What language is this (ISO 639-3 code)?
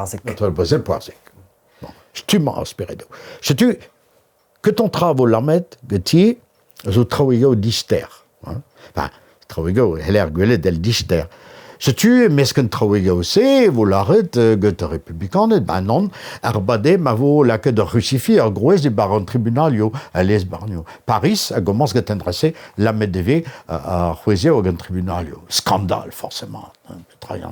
bre